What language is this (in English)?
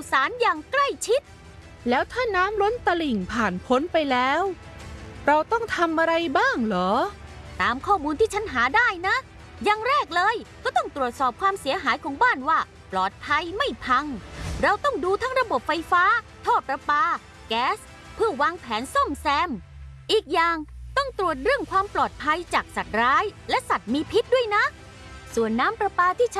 Thai